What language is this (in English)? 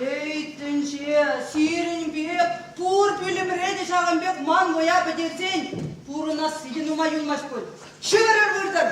Chuvash